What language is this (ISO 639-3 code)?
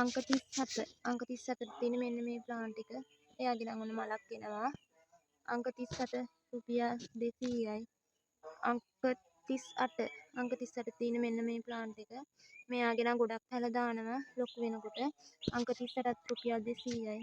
sin